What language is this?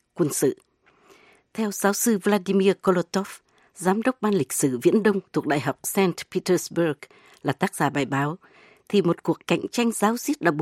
Vietnamese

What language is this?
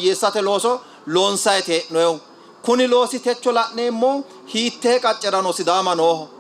Sidamo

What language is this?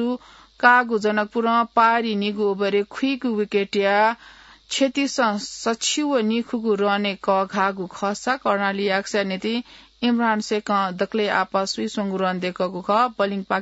Newari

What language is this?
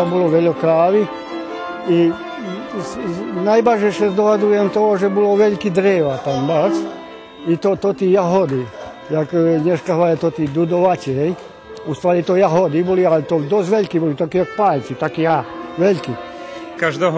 Rusyn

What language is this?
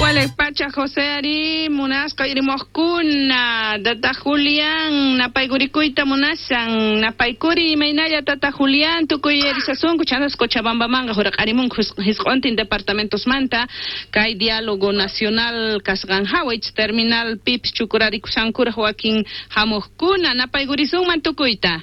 South Bolivian Quechua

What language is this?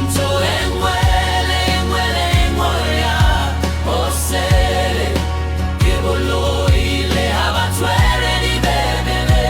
Southern Sotho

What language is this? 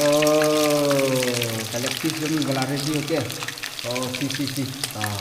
Khasi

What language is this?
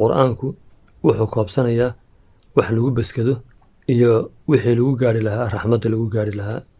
Somali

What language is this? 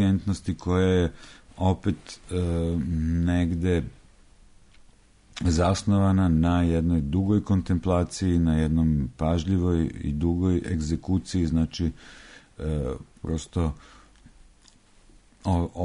Serbian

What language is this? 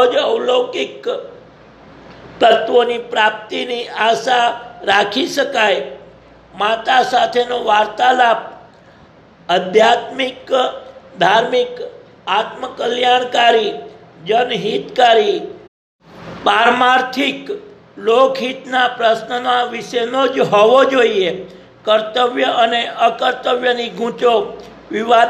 Gujarati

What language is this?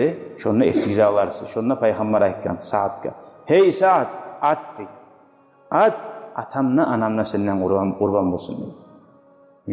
Kumyk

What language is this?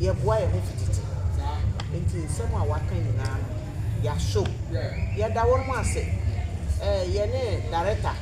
Akan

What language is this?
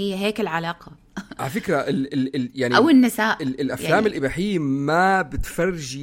North Levantine Arabic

